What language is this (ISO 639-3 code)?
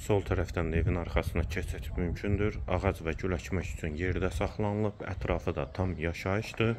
aze